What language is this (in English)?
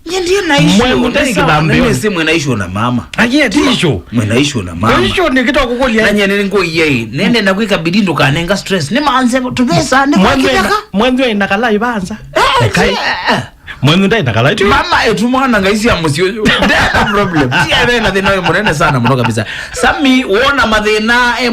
Kamba